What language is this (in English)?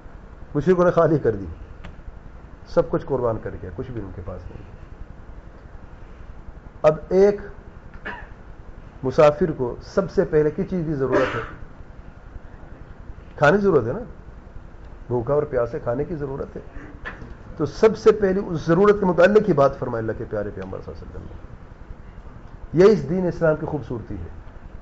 Urdu